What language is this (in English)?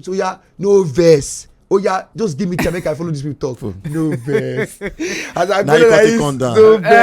Nigerian Pidgin